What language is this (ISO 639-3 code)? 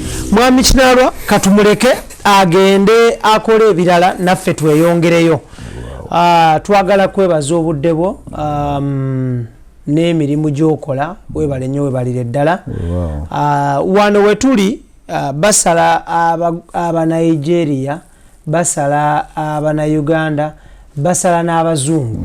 lug